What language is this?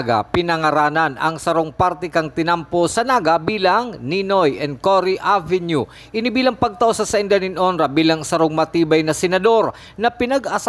Bikol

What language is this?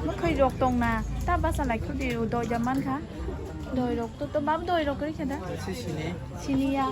Kok Borok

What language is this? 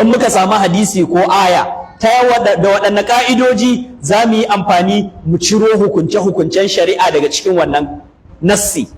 Hausa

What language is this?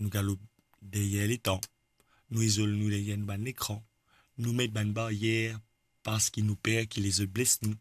Morisyen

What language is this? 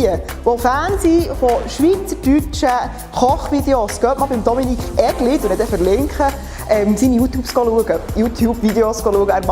Swiss German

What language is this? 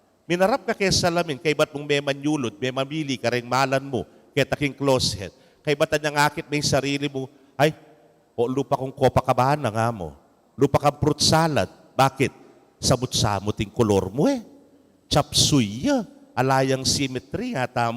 Pampanga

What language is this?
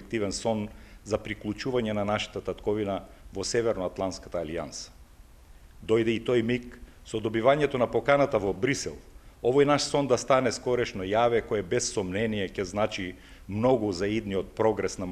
Macedonian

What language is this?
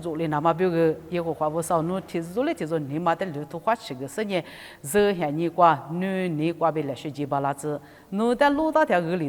Lisu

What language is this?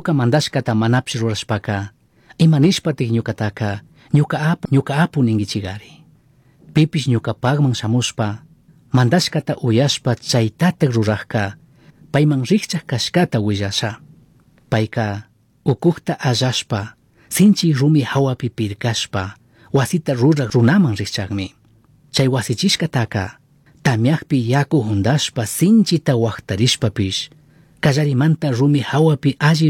Chimborazo Highland Quichua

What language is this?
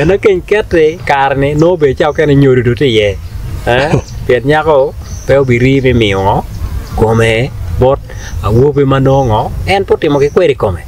Acoli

